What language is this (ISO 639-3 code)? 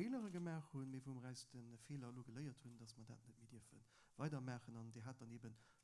ltz